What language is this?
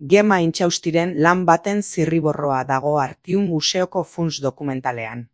Basque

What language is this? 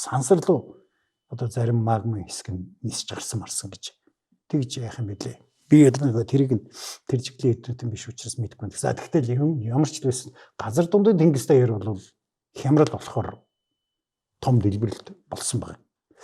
Mongolian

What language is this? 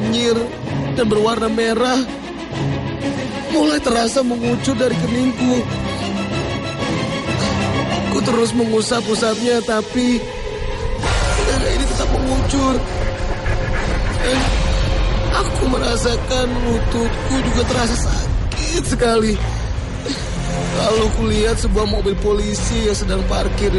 Indonesian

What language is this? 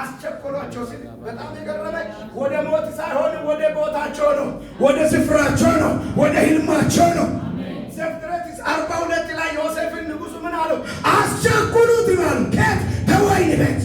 Amharic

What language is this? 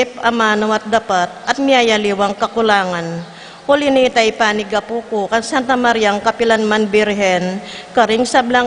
Pampanga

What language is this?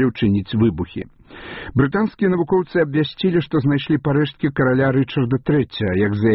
Belarusian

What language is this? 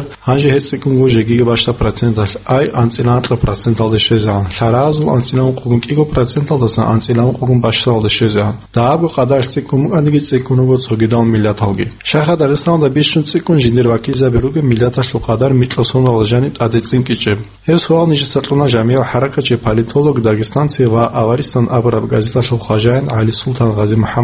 Avaric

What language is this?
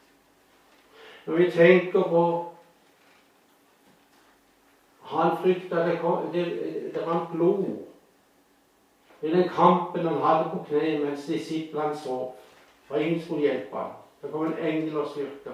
Norwegian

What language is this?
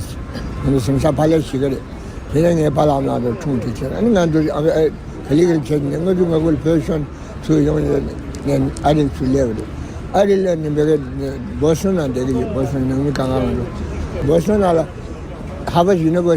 Tibetan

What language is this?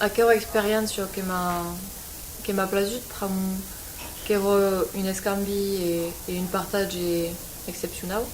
Occitan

